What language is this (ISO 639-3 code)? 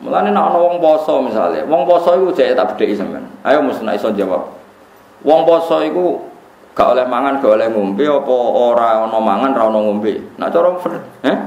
jav